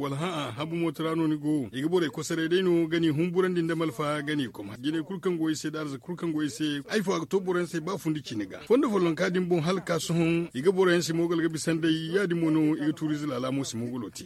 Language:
Zarma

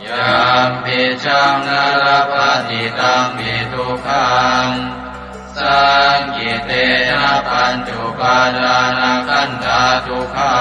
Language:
Pali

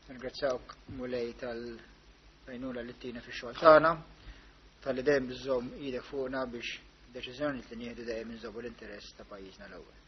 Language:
Maltese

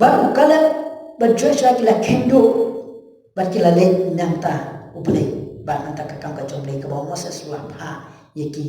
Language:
Khasi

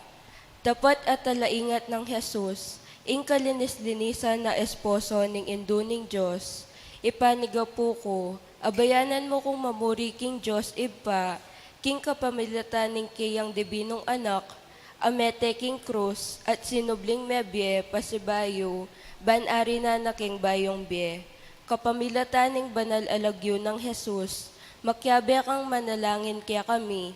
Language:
Pampanga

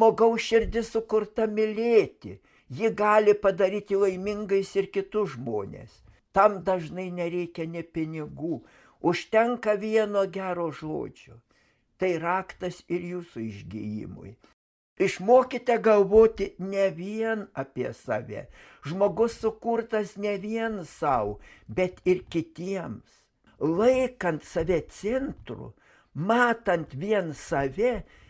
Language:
Lithuanian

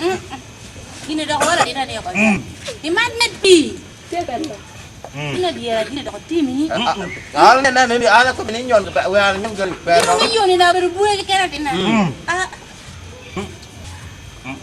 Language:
Lango (Uganda)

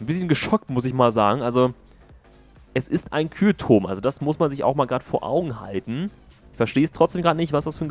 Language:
German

